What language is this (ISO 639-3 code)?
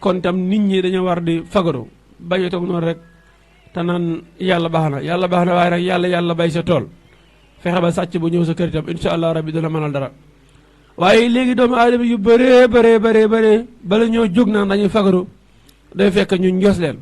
wol